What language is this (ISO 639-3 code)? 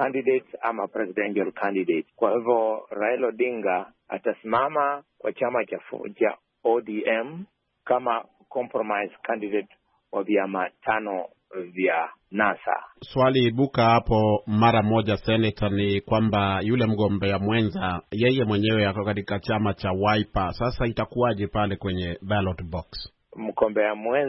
swa